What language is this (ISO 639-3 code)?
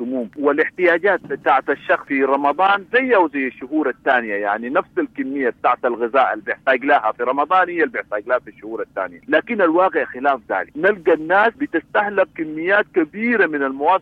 apd